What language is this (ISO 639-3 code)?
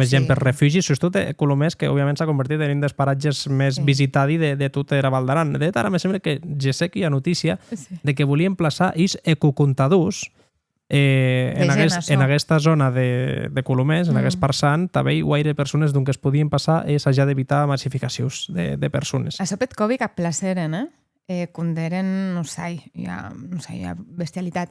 oci